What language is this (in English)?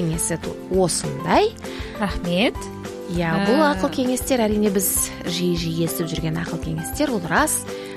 Kazakh